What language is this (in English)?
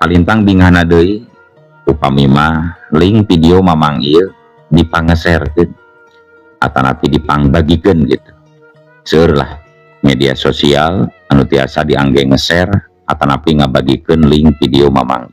Sundanese